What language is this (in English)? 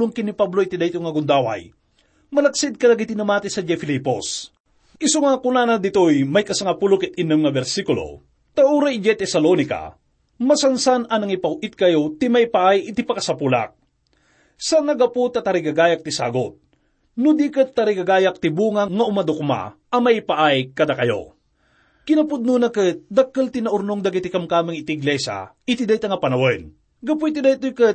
Iloko